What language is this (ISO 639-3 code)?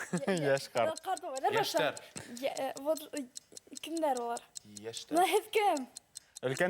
bak